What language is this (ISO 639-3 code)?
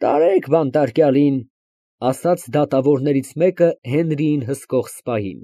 hye